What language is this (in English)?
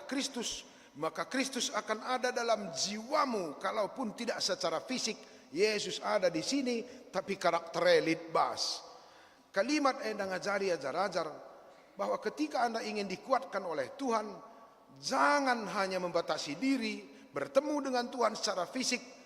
Batak Karo